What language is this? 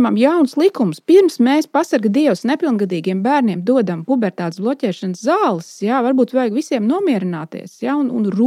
Latvian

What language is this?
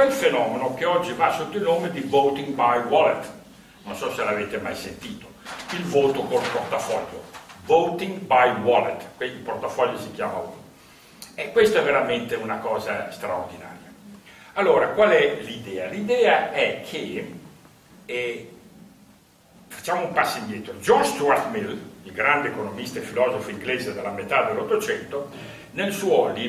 Italian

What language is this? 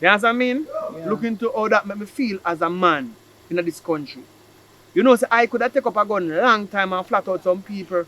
Jamaican Creole English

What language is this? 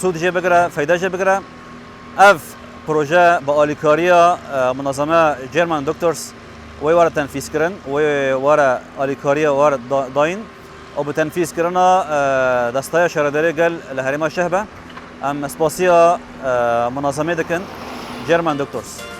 Kurdish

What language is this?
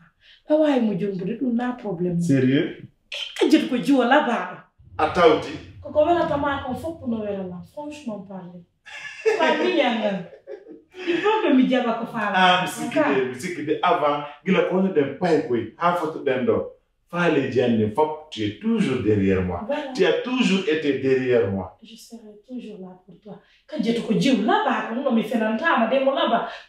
Pular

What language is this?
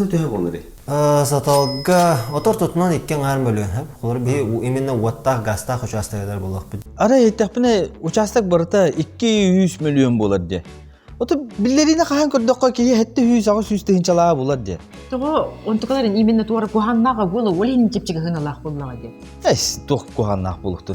Yakut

